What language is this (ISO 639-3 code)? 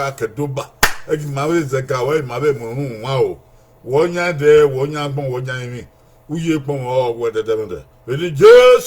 bin